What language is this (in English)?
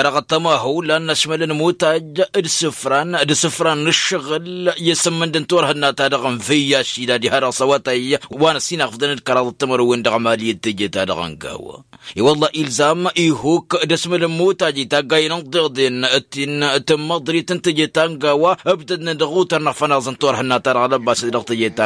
Tamasheq